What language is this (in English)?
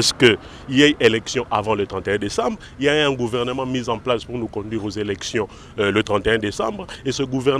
French